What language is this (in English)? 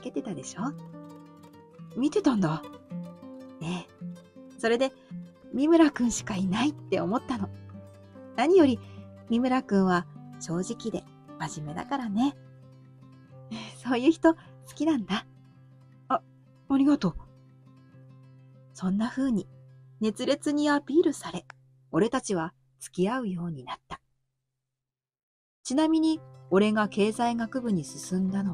Japanese